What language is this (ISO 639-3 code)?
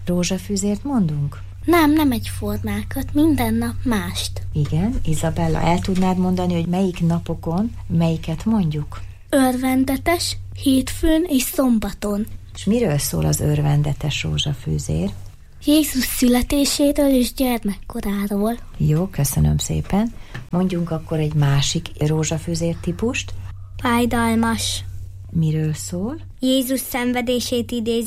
hun